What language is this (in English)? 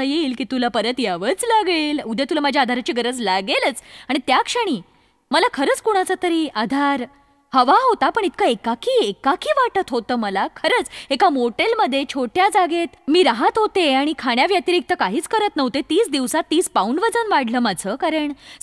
Marathi